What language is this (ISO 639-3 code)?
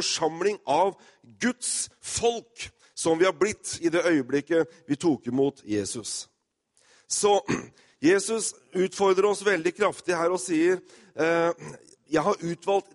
nor